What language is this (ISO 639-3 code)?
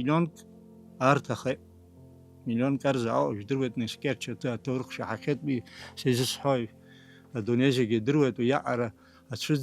abk